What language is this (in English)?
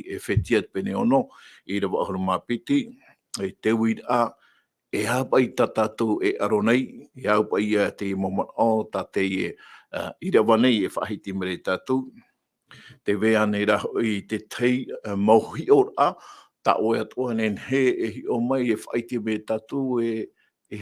Tahitian